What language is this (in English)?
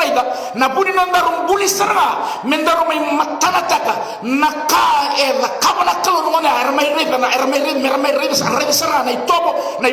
Fijian